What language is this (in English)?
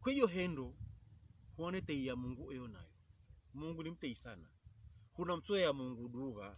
Pokomo